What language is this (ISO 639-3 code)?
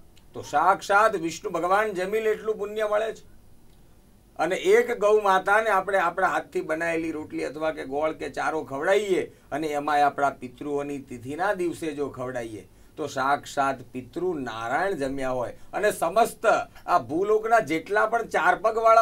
guj